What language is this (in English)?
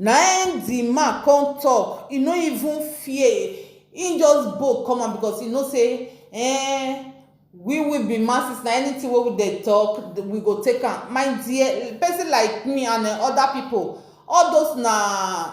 Nigerian Pidgin